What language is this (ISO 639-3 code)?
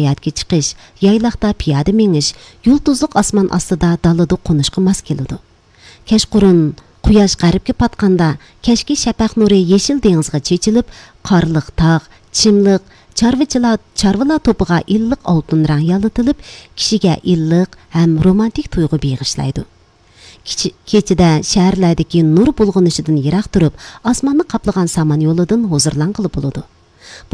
uig